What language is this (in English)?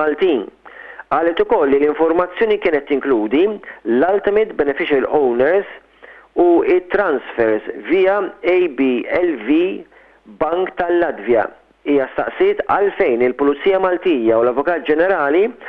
Maltese